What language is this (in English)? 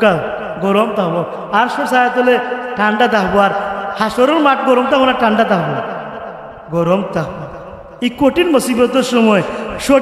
Sylheti